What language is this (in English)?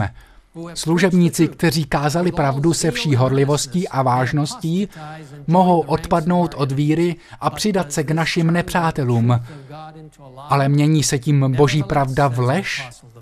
Czech